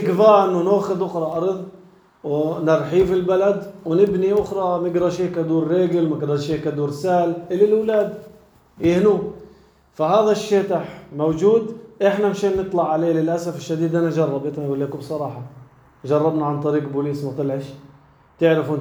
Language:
North Levantine Arabic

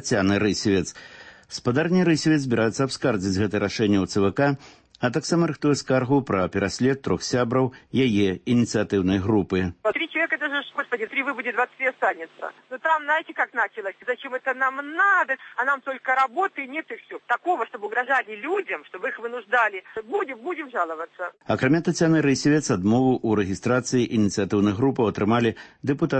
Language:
Belarusian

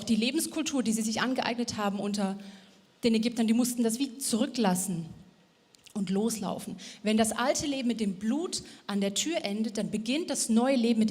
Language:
Swiss German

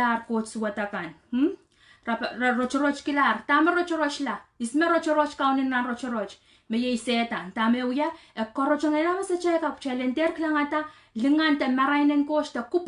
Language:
Pohnpeian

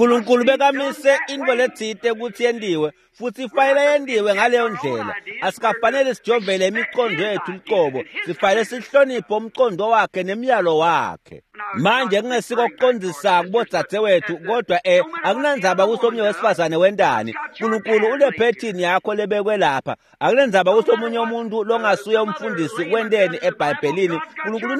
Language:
Swati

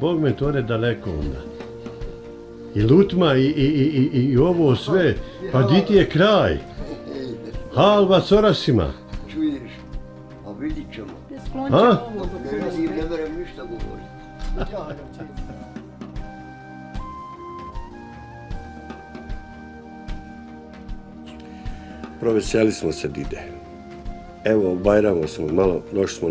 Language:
Bosnian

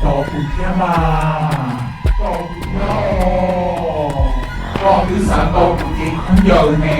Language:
Hmong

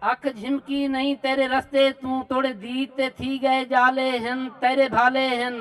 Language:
Saraiki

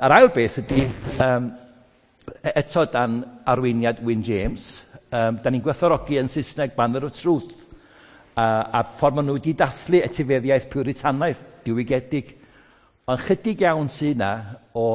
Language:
Welsh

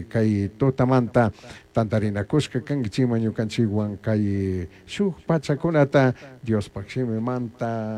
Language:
Chimborazo Highland Quichua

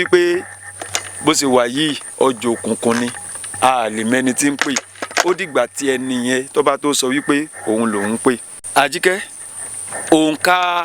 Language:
Yoruba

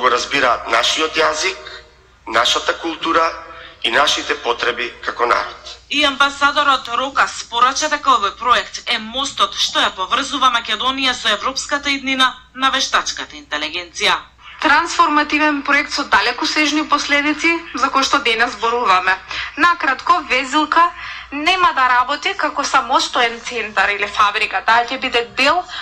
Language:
Macedonian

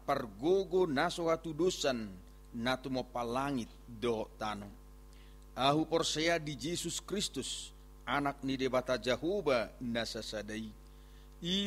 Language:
Batak Toba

